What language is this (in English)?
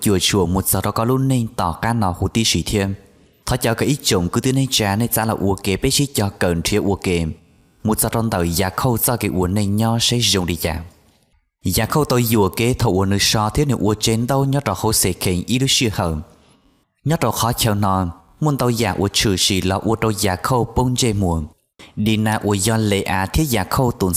Hmong